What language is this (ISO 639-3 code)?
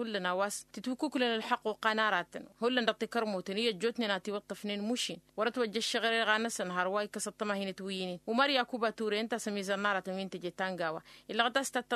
taq